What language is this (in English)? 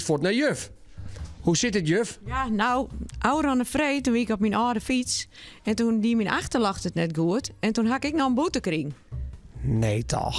Western Frisian